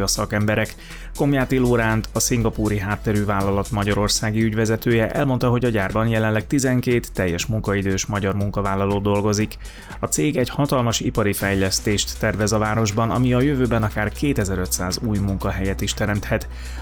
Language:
Hungarian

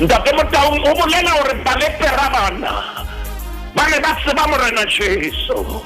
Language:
Southern Sotho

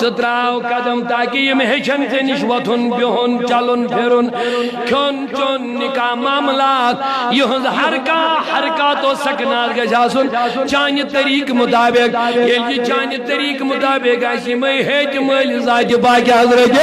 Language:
Kashmiri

